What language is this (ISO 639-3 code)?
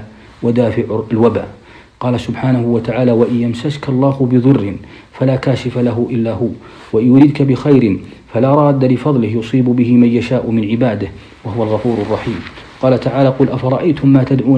ara